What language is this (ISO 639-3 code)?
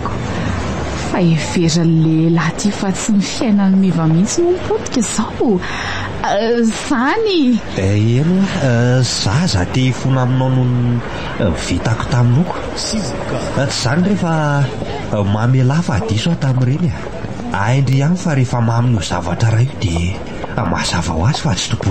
mlg